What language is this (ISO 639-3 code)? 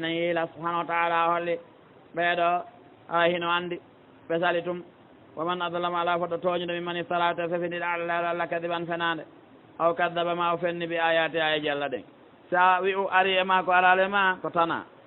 ful